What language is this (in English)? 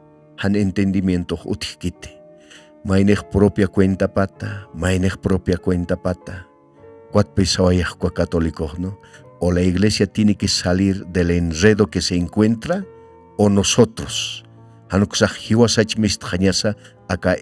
Aymara